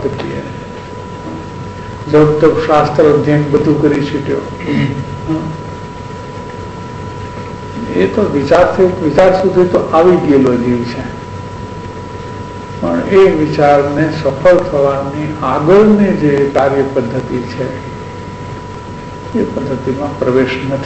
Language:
Gujarati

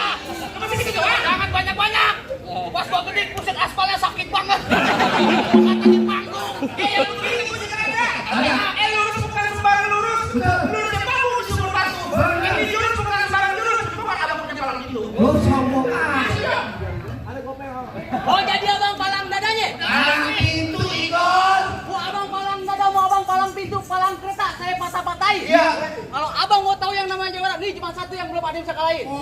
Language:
Betawi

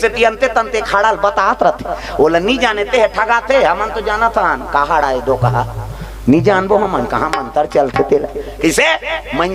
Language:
Chhattisgarhi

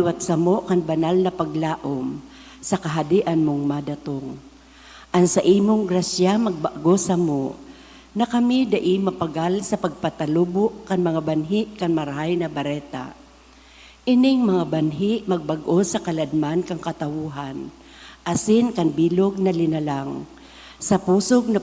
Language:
Bikol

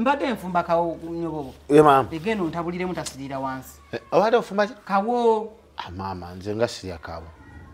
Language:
Ganda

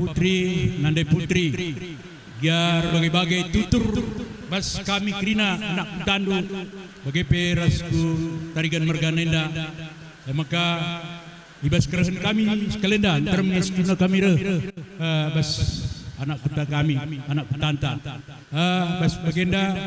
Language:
Batak Karo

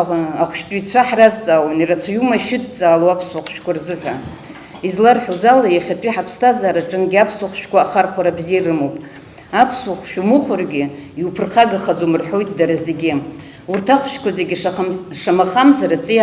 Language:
Abkhazian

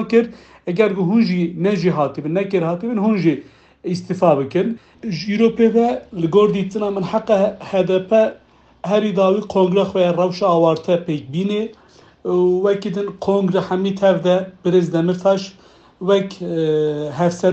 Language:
Kurdish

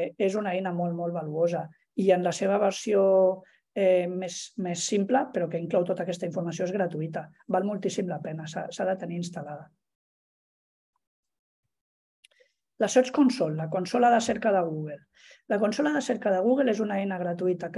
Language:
Catalan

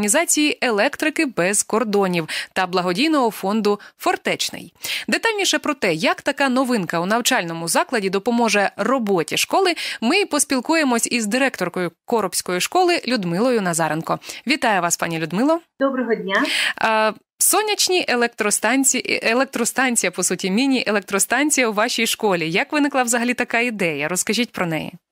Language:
Ukrainian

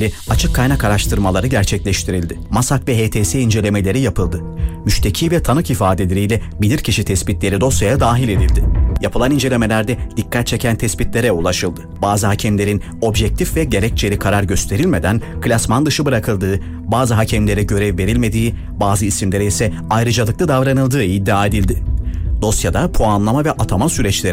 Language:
Turkish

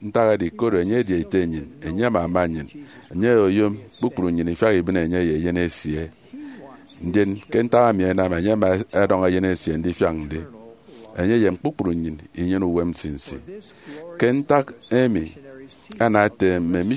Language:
Efik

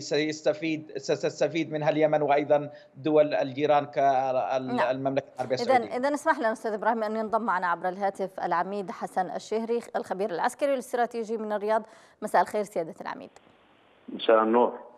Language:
Arabic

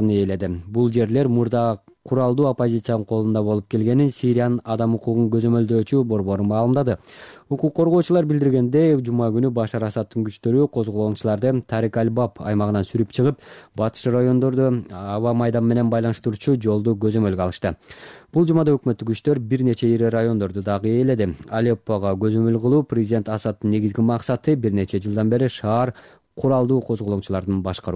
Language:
Kyrgyz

